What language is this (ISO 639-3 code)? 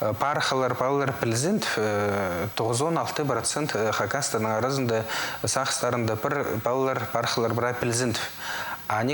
kjh